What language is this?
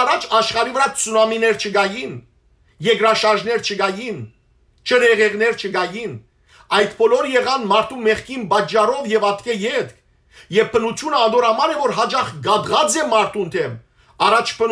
Western Armenian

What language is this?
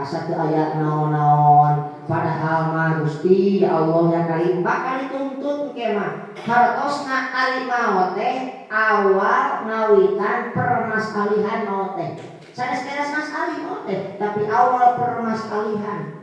Sundanese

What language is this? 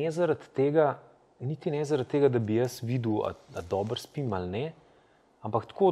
Slovenian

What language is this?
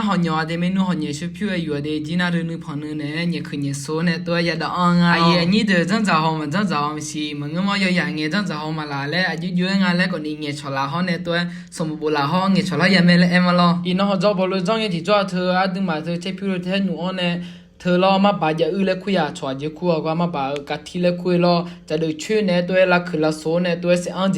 Akha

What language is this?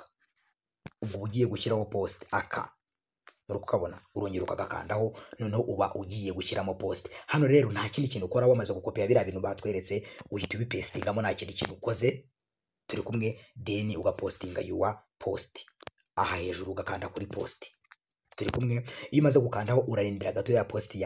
Kinyarwanda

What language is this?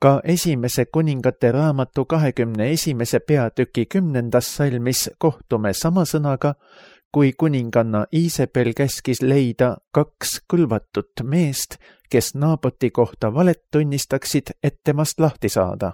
Estonian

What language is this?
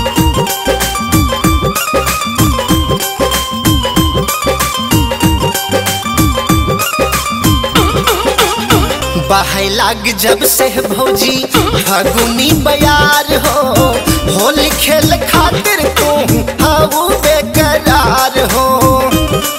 Bhojpuri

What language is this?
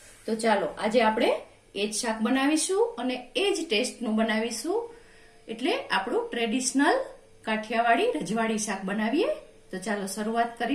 Gujarati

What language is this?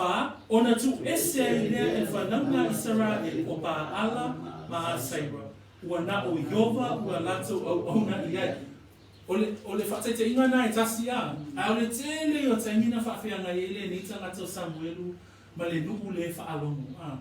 Samoan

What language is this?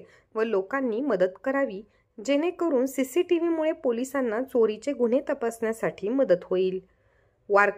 Marathi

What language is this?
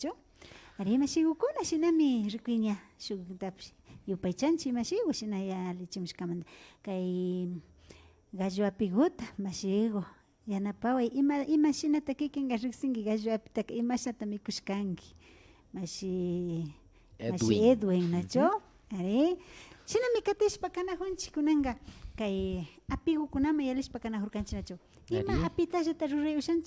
Imbabura Highland Quichua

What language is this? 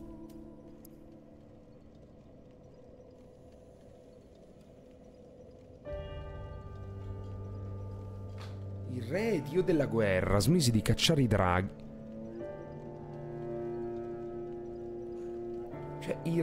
Italian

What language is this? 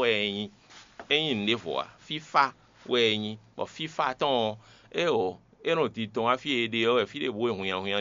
Fon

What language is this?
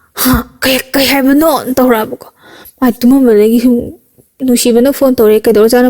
Manipuri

